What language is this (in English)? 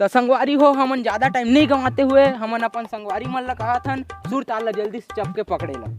Chhattisgarhi